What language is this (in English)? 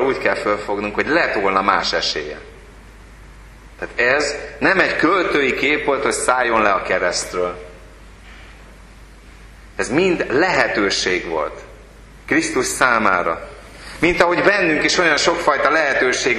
Hungarian